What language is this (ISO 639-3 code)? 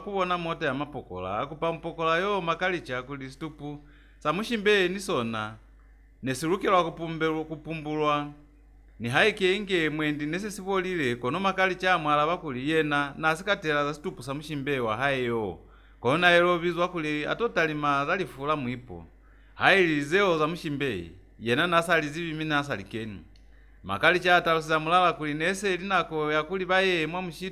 loz